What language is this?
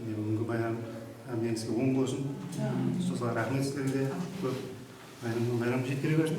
Kara-Kalpak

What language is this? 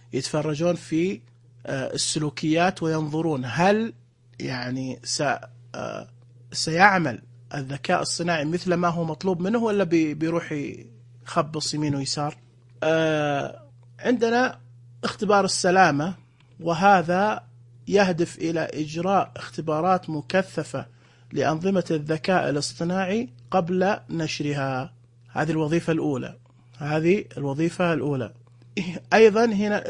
Najdi Arabic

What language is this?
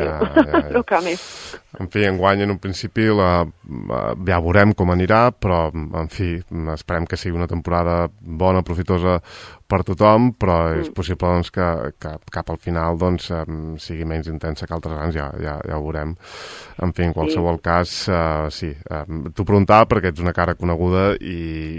Catalan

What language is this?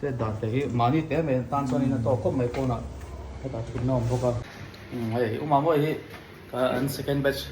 Mizo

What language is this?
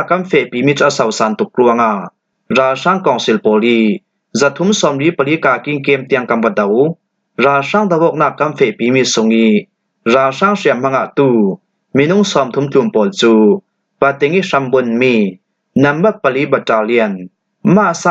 Falam Chin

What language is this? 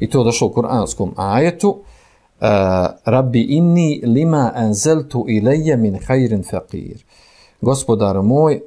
Bosnian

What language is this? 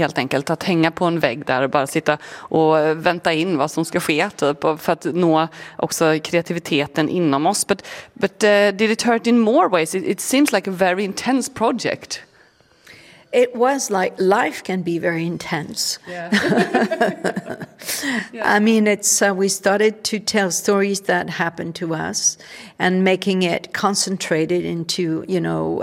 Swedish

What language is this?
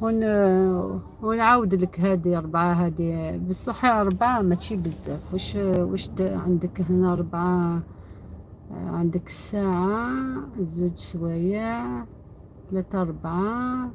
Algerian Arabic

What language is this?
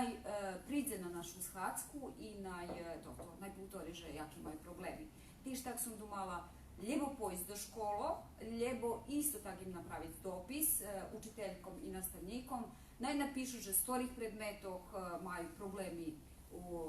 Rusyn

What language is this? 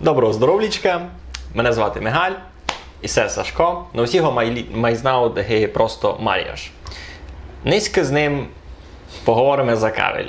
Rusyn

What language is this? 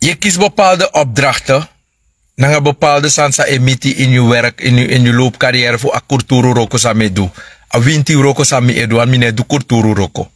Sranan Tongo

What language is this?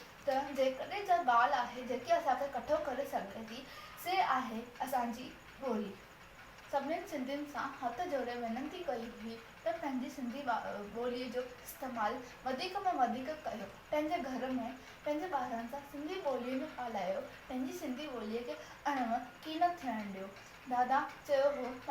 Sindhi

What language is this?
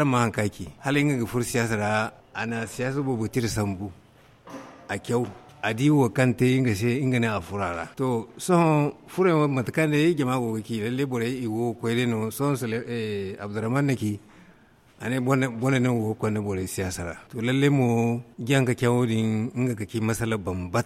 Zarma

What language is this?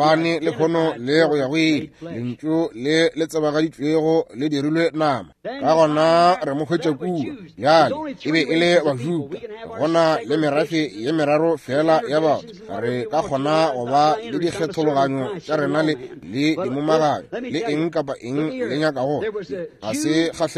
Northern Sotho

